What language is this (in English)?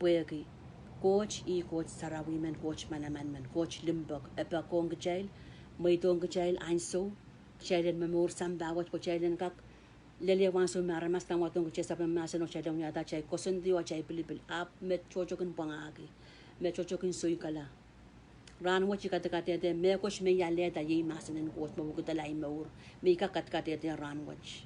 Pohnpeian